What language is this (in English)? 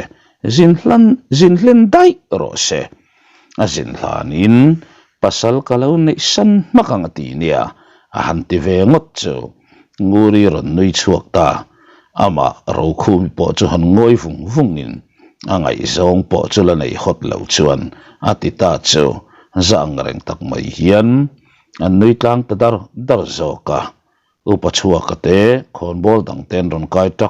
Mizo